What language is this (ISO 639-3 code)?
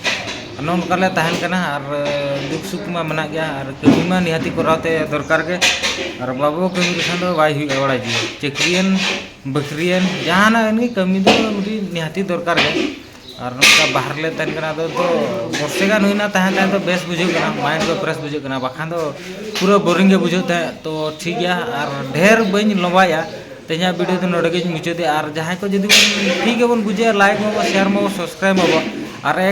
sat